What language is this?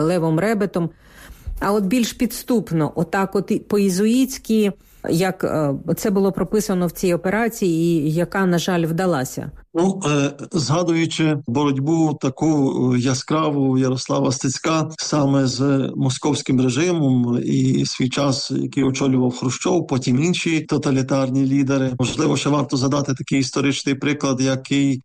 Ukrainian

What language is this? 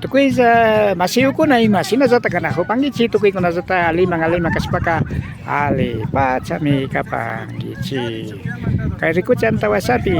Imbabura Highland Quichua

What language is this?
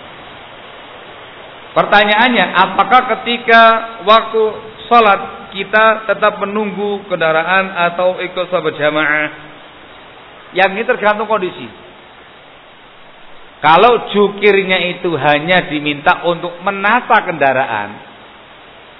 Indonesian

